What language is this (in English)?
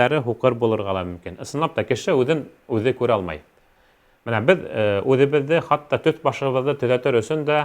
Bashkir